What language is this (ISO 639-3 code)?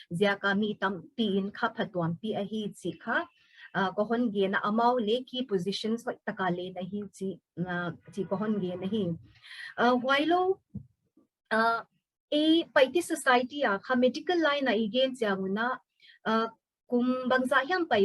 pck